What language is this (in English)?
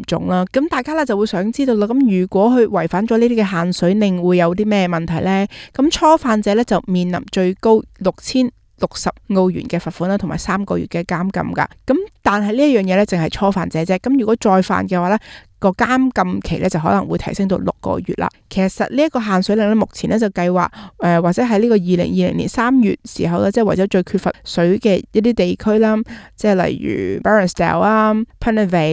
Cantonese